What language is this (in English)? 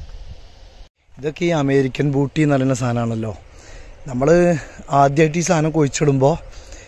Malayalam